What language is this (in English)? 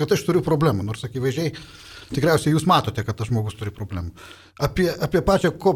Lithuanian